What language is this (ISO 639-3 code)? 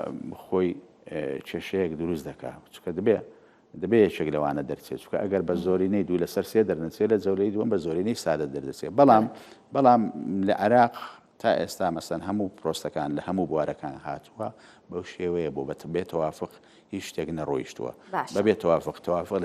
ckb